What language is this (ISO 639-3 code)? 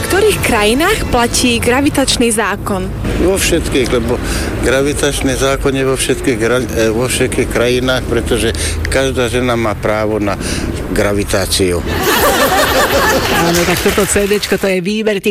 slk